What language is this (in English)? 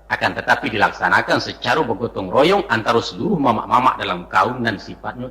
Minangkabau